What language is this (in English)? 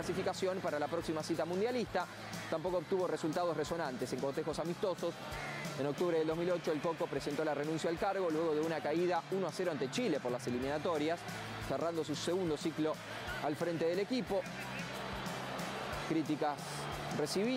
Spanish